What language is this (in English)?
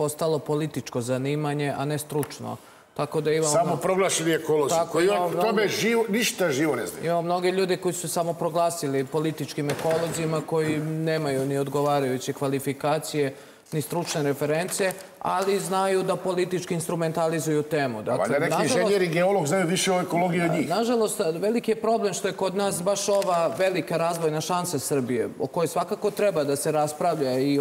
Serbian